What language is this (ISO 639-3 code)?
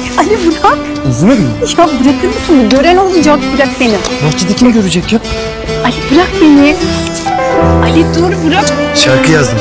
tur